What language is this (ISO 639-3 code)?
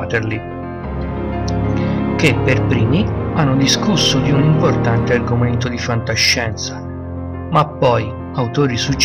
ita